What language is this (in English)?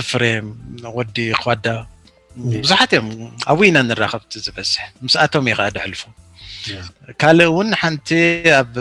Tigrinya